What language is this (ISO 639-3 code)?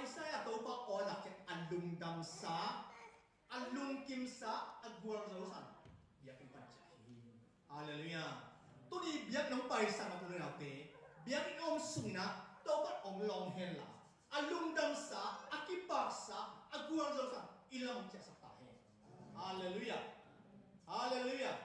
ctd